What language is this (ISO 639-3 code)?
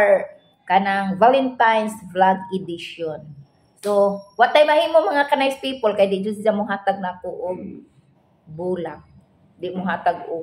ceb